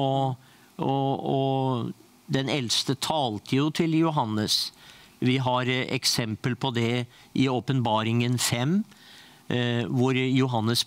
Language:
Norwegian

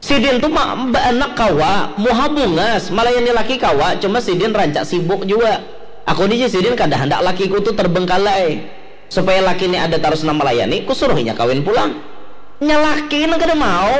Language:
Banjar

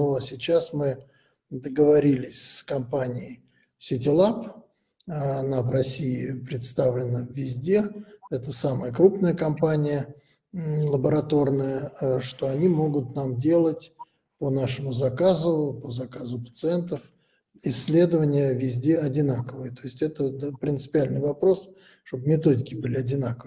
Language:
Russian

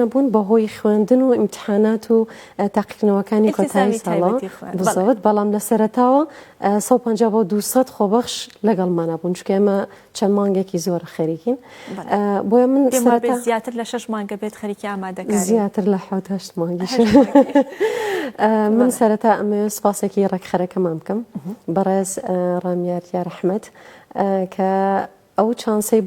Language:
Central Kurdish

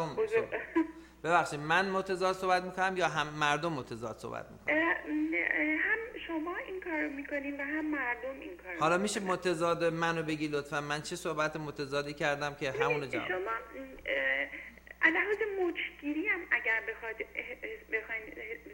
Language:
Persian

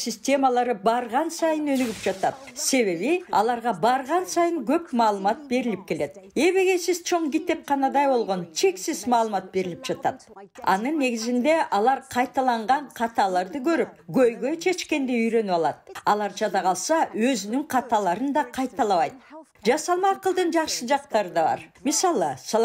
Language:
Kyrgyz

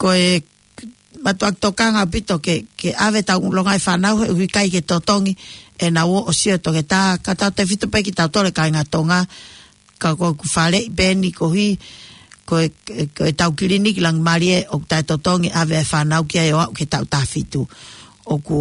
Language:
Tongan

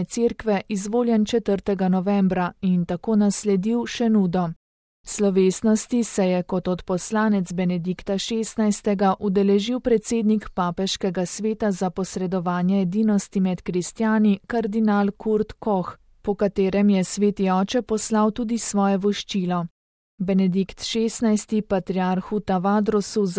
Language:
Slovenian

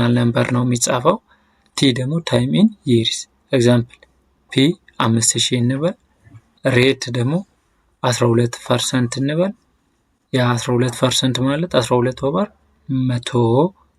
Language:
Amharic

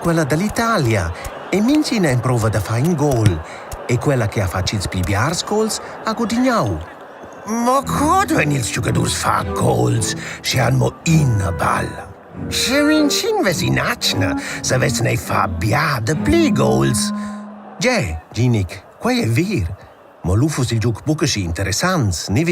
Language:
Romansh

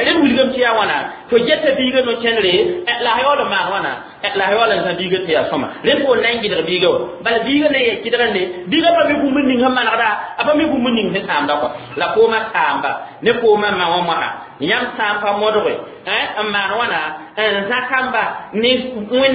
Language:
Mossi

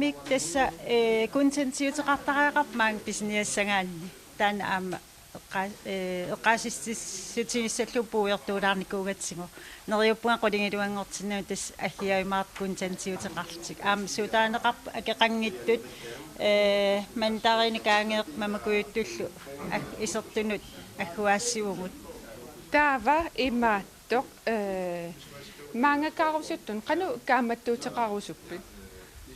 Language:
Kalaallisut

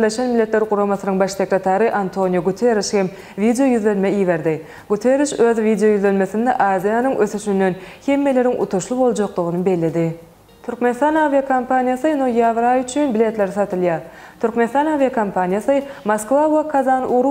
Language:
Turkmen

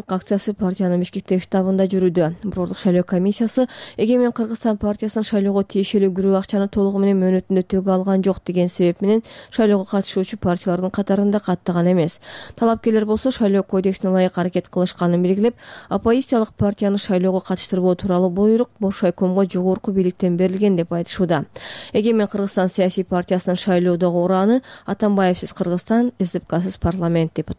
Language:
Kyrgyz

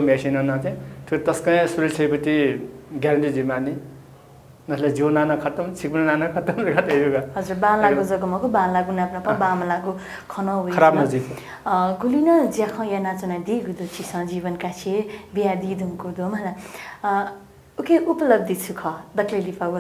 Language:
Newari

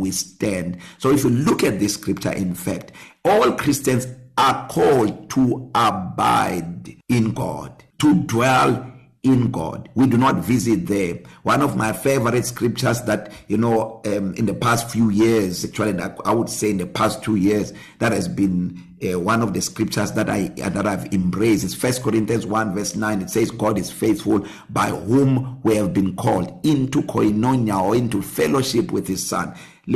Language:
English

